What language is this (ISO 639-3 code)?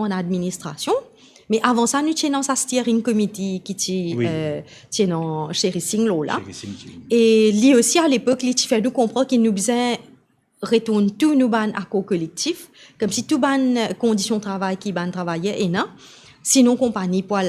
mfe